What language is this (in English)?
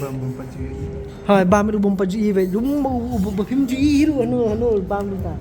Khasi